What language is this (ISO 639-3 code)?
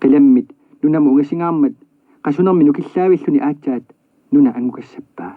kal